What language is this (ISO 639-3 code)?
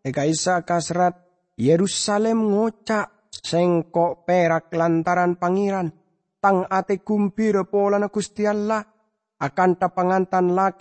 mad